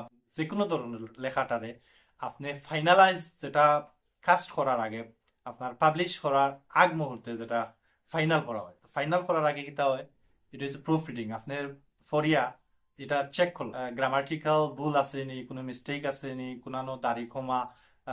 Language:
Sylheti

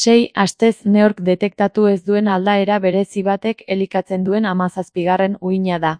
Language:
Basque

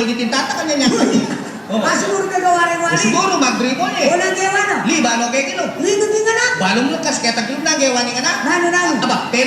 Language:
Pampanga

